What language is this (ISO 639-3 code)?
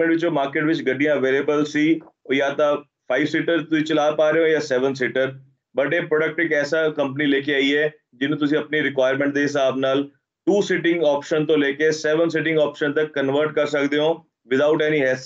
pan